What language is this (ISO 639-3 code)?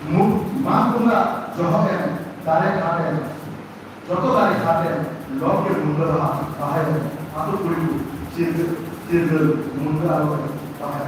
sat